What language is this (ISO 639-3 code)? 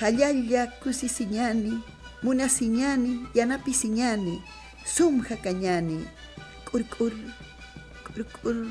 aym